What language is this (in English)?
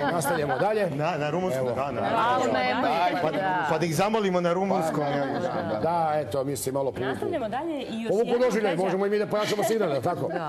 Serbian